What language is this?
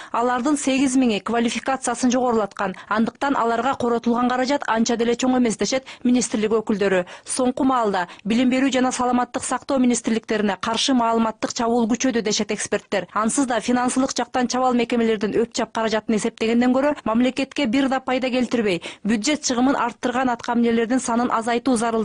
Kyrgyz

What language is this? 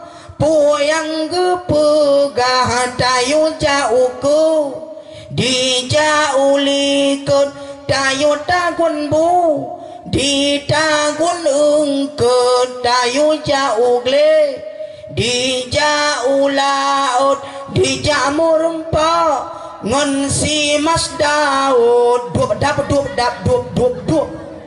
Achinese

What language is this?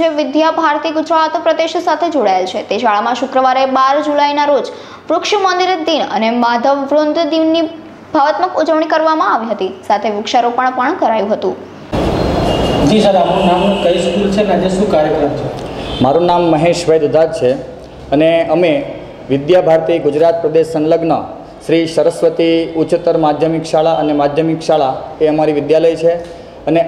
Gujarati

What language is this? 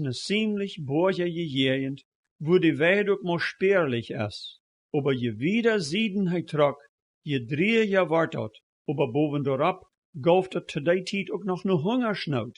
Plautdietsch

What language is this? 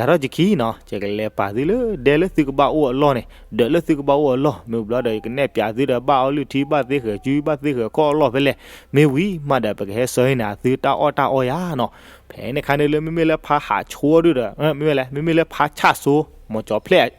S'gaw Karen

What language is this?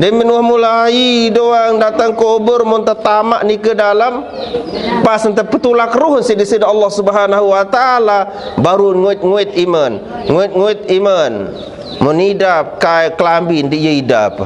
Sasak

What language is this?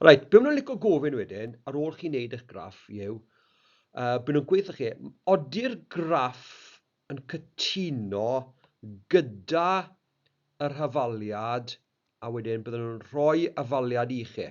Welsh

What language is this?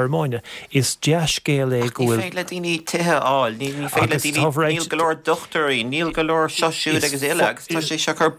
Irish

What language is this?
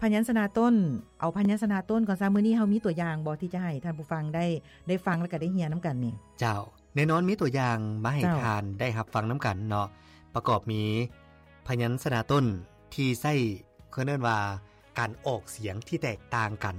Lao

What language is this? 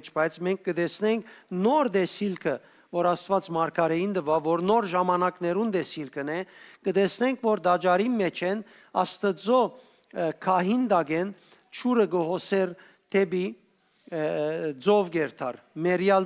Western Armenian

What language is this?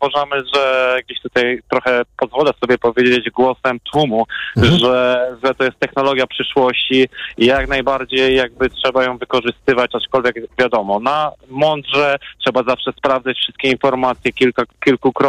Polish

